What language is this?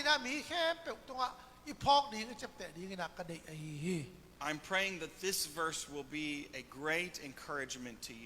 Tedim Chin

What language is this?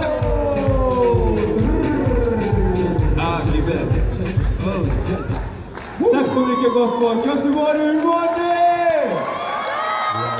Swedish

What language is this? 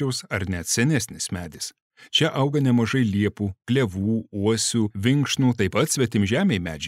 Lithuanian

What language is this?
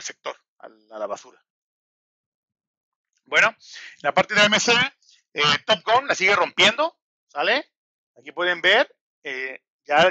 Spanish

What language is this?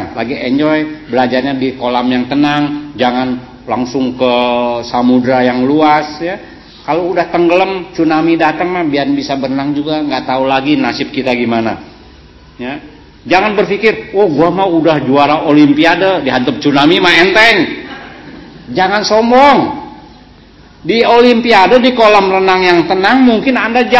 Indonesian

